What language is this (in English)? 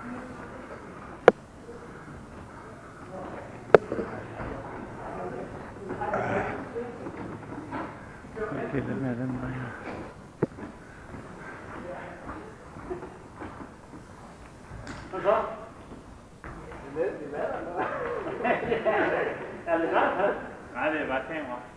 Danish